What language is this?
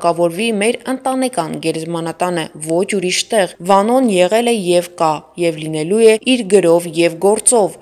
Armenian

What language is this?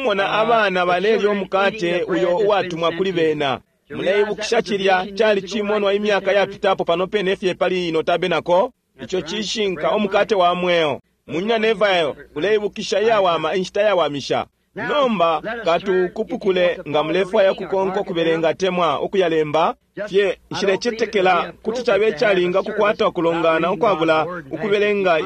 Bemba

